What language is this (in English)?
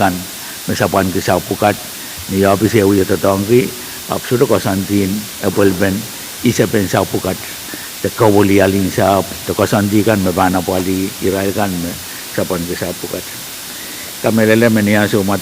Pohnpeian